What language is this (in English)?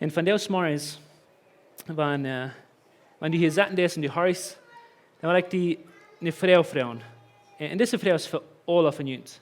Plautdietsch